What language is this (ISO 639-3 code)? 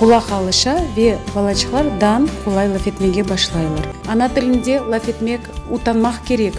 crh